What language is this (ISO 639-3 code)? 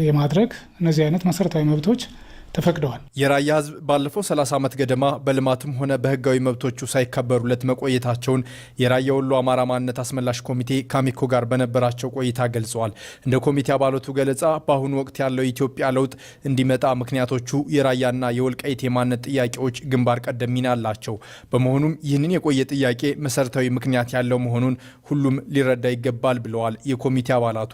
amh